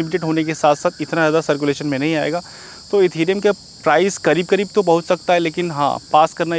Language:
Hindi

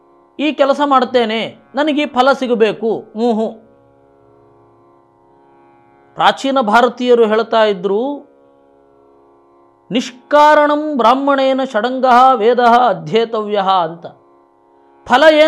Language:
Kannada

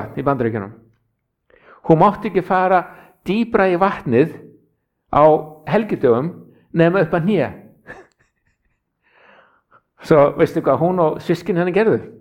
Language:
Icelandic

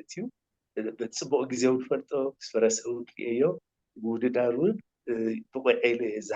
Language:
Tigrinya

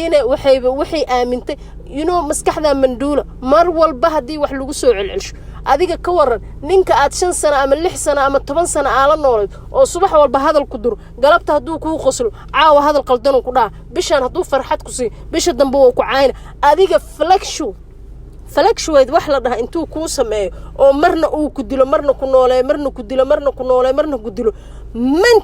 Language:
Somali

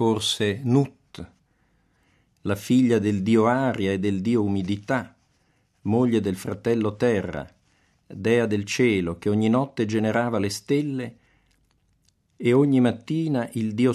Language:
Italian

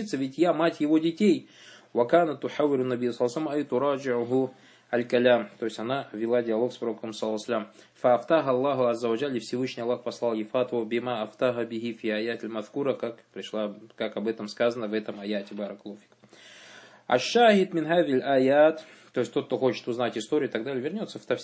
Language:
Russian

